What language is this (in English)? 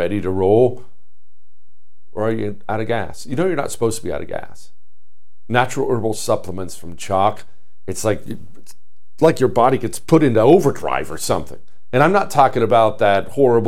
English